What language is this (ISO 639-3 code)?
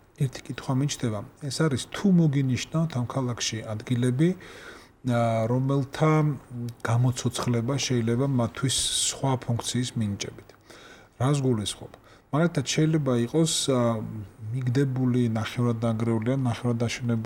kat